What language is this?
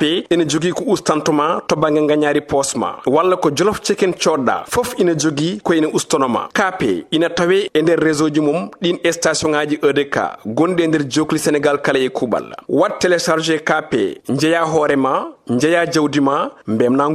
Fula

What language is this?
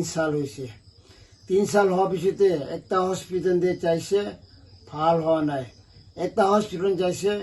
Naga Pidgin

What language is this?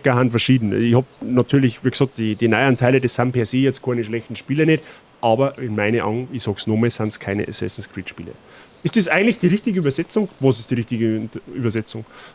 Bavarian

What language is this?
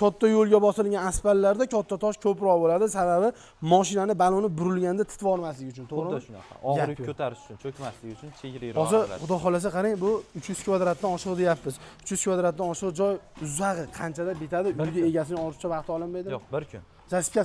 Uzbek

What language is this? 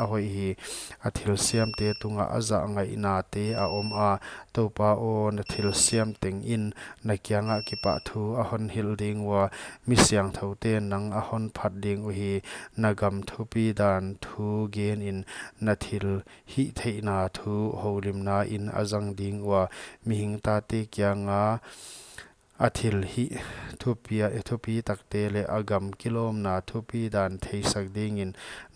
Paite Chin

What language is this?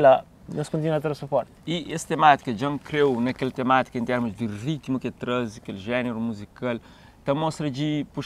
Kabuverdianu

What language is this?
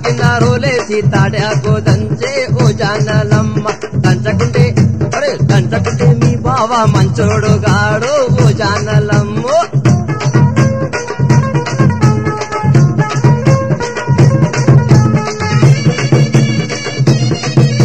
Telugu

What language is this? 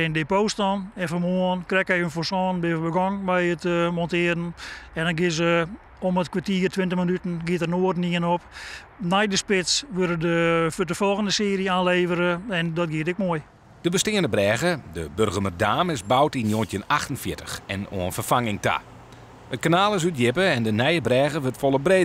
Western Frisian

